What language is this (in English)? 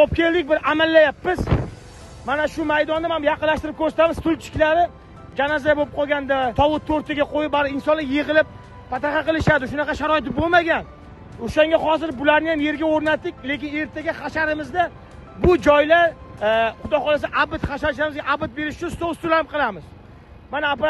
Uzbek